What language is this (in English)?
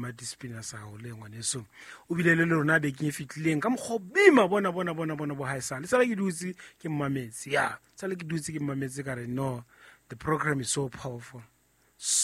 Southern Sotho